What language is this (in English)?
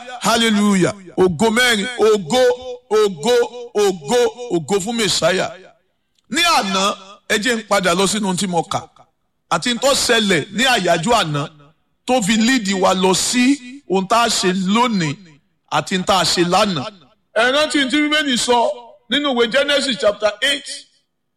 Yoruba